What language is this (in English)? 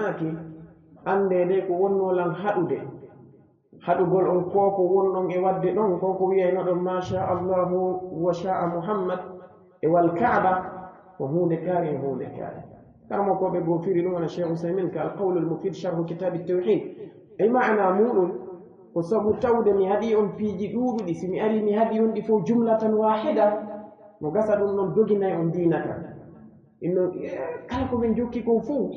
Pular